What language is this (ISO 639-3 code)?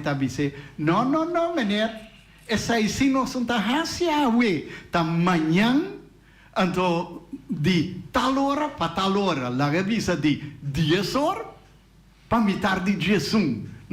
pap